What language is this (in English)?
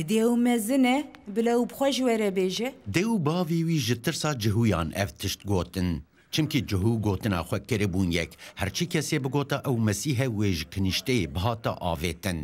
Kurdish